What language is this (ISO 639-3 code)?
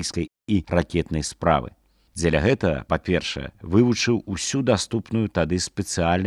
bel